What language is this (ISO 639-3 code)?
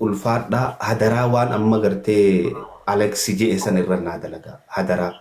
orm